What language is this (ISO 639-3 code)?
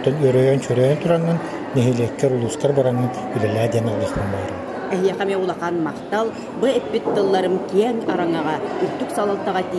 sah